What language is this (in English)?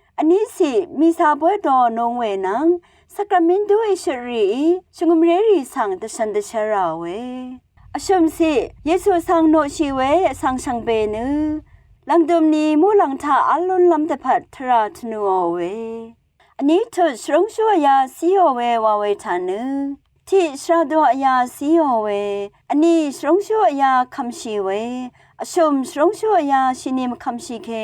Rawang